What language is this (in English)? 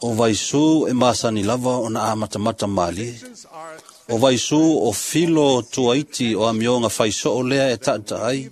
Samoan